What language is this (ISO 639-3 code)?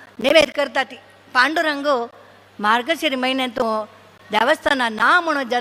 kok